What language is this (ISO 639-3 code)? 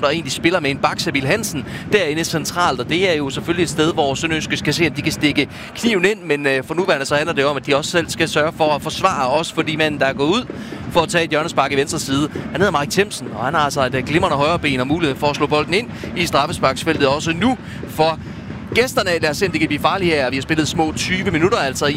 dan